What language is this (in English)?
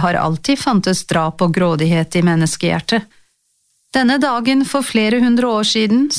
Norwegian